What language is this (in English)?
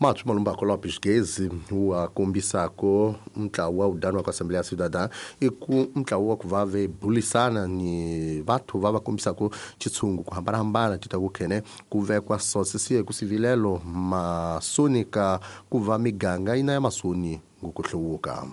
Tsonga